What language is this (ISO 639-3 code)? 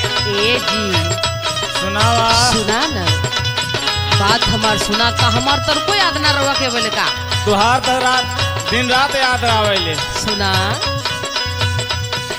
bho